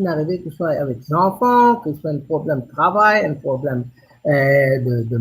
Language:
Morisyen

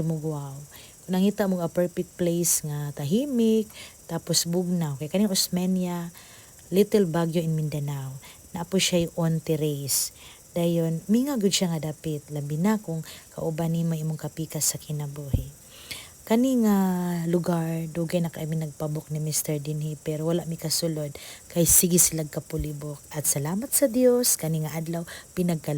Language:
Cebuano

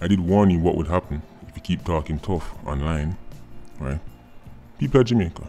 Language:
Jamaican Creole English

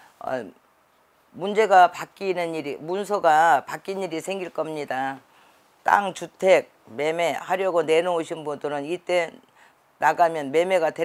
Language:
Korean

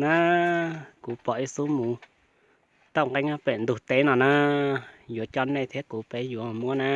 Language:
Hmong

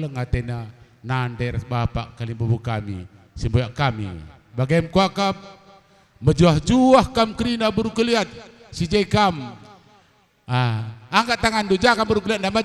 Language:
Batak Karo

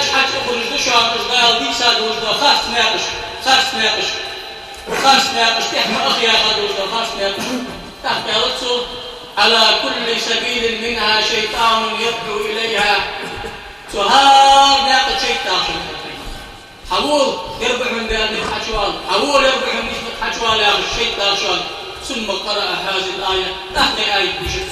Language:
Ingush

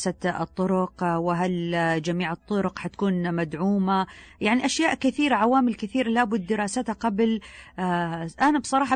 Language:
Najdi Arabic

